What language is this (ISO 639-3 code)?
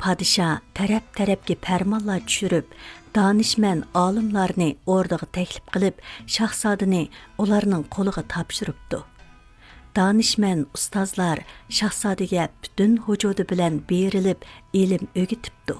uig